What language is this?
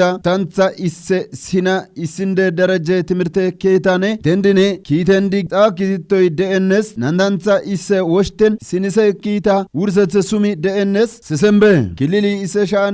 Kafa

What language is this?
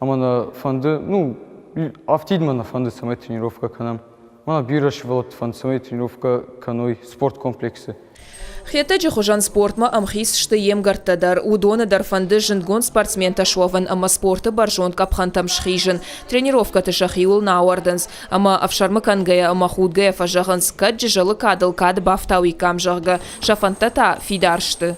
Ossetic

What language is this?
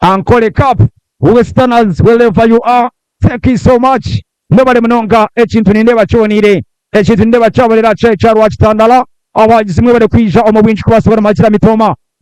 Nyankole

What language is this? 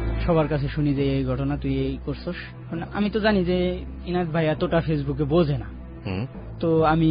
Bangla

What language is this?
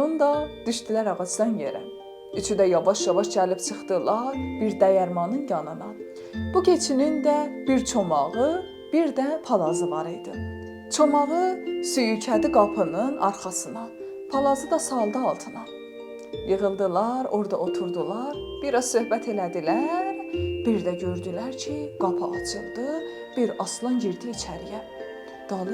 South Azerbaijani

